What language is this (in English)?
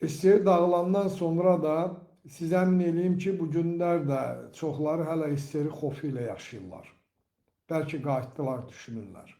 Azerbaijani